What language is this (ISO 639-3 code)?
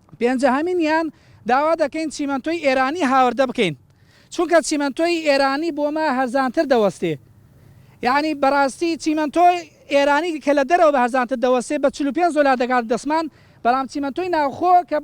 ckb